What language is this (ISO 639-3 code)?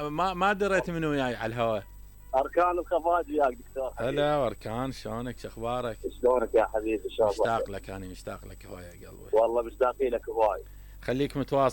acm